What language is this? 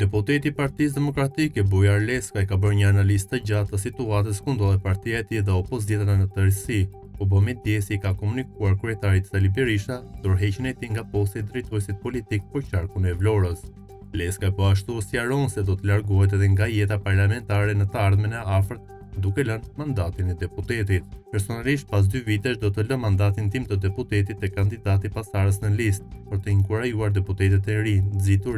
Albanian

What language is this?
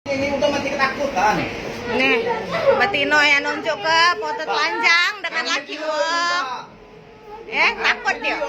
Musi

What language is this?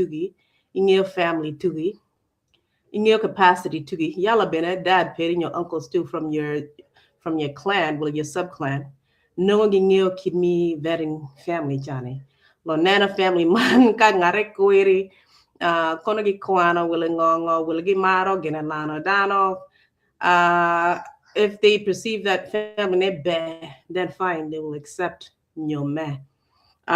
Acoli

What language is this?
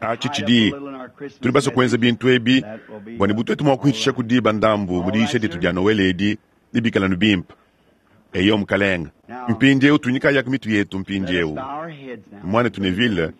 Luba-Lulua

